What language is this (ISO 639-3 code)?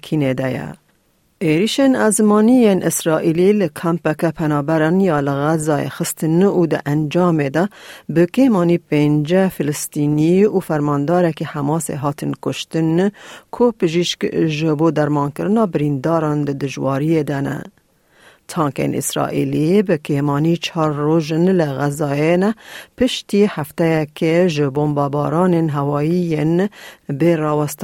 kur